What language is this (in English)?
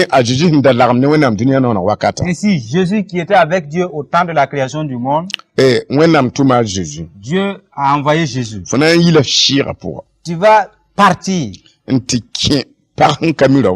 Mossi